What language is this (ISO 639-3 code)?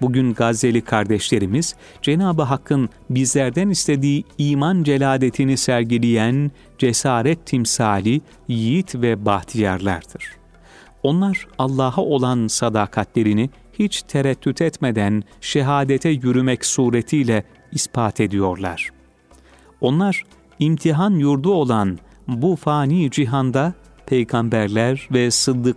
tur